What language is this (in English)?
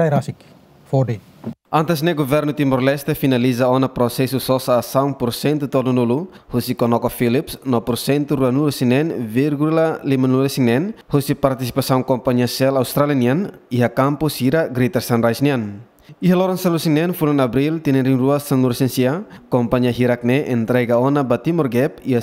Tetum